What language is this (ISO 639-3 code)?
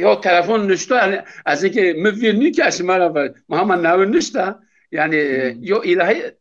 zza